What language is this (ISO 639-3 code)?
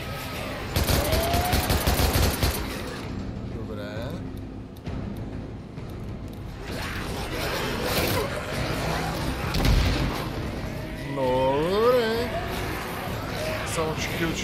bul